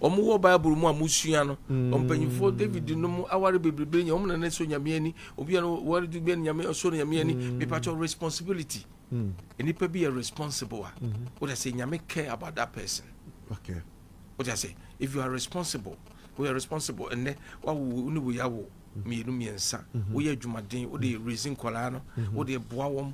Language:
Akan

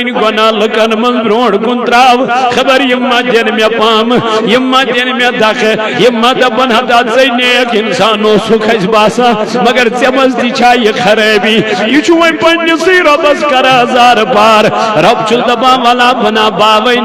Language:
Kashmiri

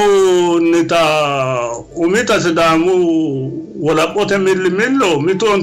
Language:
Sidamo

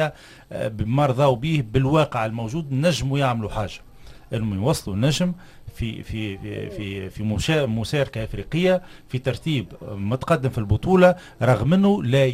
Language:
Tunisian Arabic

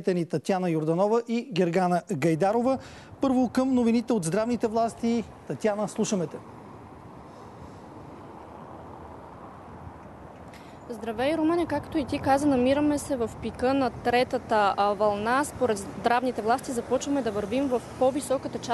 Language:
Bulgarian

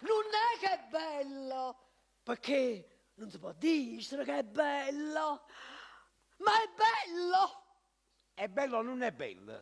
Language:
Neapolitan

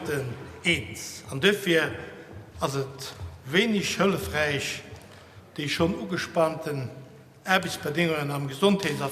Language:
Luxembourgish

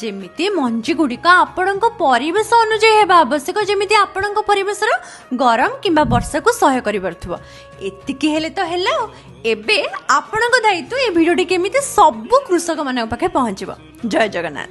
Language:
Odia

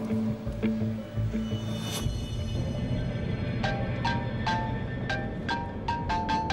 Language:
Turkish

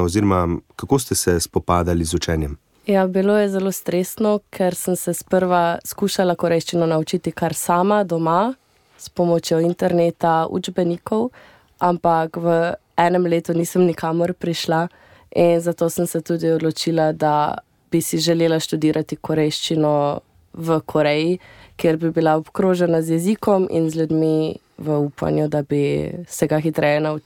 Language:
Slovenian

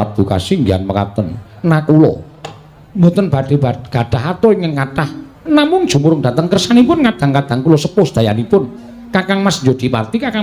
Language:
Javanese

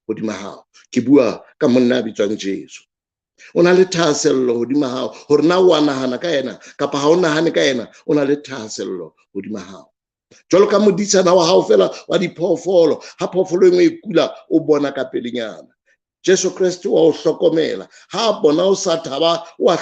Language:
Southern Sotho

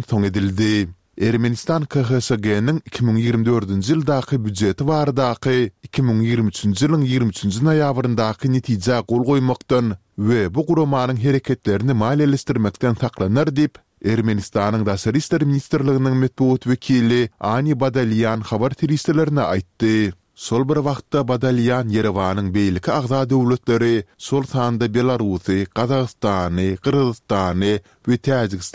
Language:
Turkmen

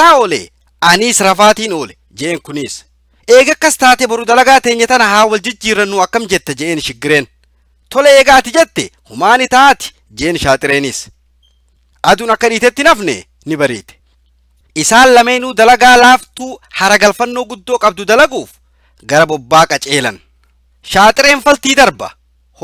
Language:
Oromo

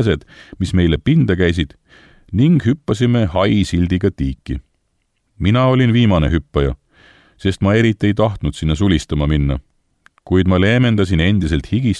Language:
Estonian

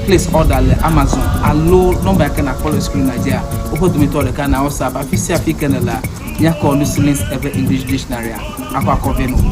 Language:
Ewe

